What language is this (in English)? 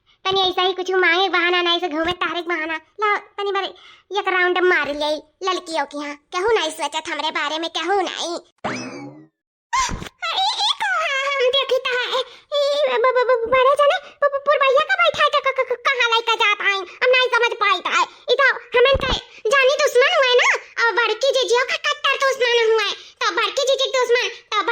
Awadhi